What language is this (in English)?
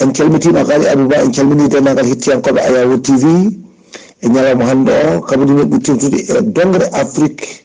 Fula